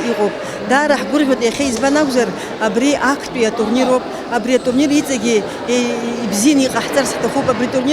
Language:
Abkhazian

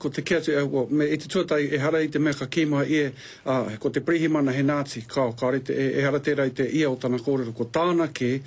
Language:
Māori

